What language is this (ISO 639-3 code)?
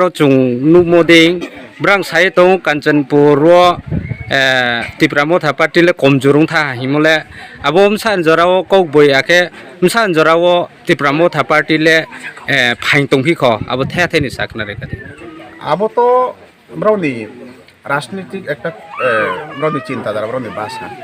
ria